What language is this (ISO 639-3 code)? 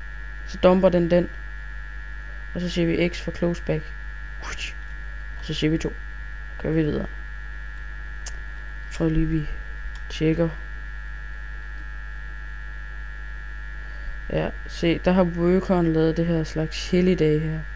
dan